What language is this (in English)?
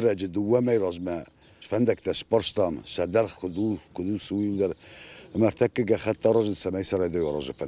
Ossetic